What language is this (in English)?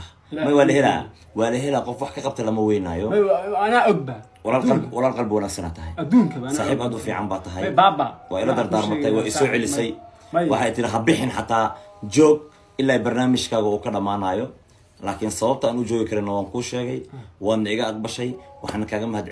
Somali